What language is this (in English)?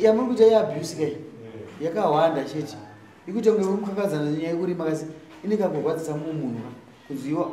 Shona